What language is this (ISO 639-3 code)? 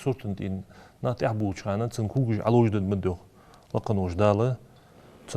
inh